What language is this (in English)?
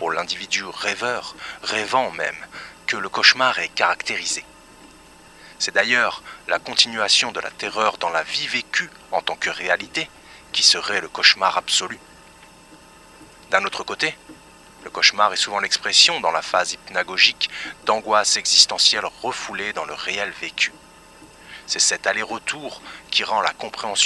French